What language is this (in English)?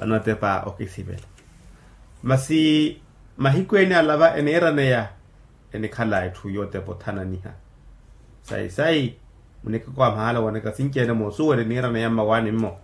Makhuwa